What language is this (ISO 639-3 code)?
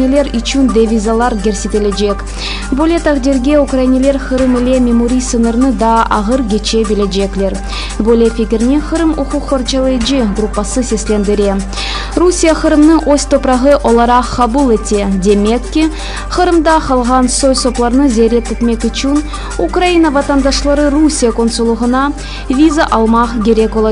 crh